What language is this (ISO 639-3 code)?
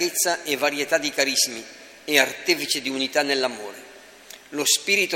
ita